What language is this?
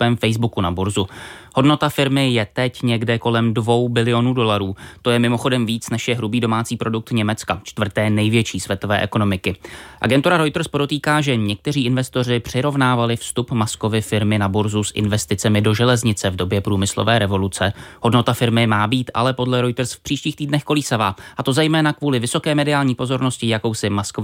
Czech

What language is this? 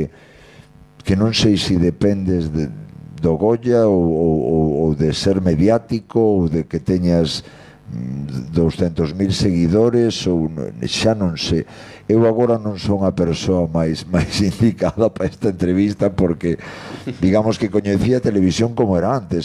Galician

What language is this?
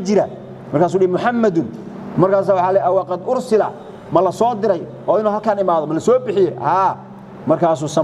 Somali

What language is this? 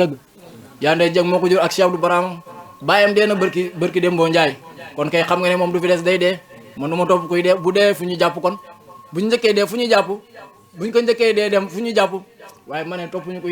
Wolof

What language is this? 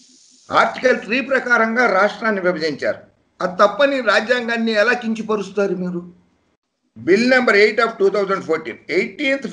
Telugu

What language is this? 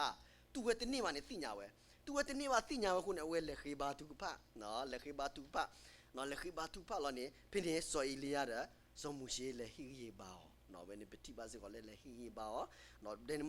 S'gaw Karen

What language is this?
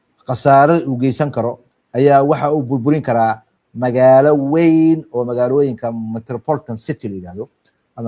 Somali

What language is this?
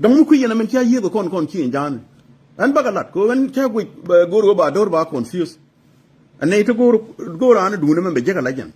Nuer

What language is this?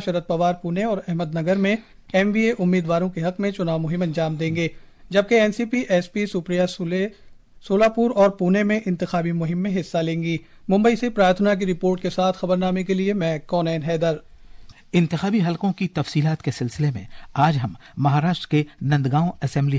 Urdu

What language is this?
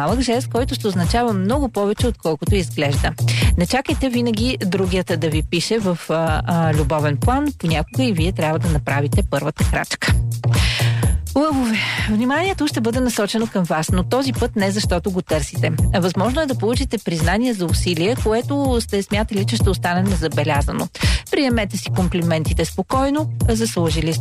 Bulgarian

